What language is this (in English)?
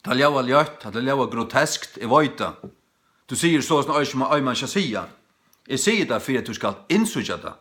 Faroese